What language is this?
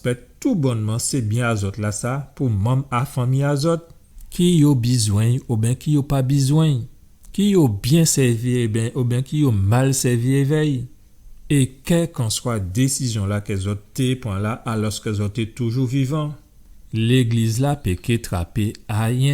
Guadeloupean Creole French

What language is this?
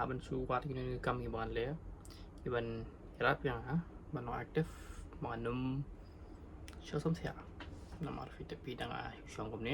Khasi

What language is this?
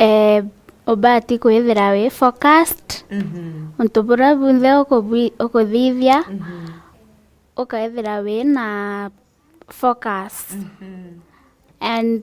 Meru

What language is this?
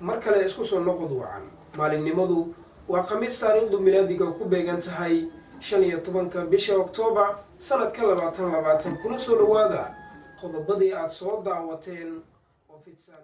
Somali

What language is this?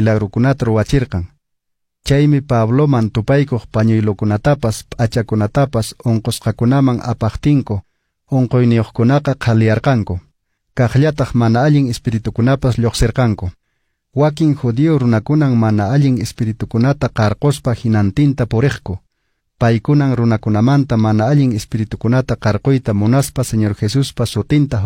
Quechua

